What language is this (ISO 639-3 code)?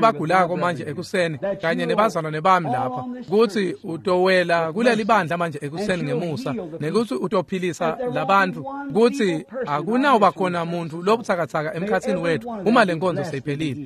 ssw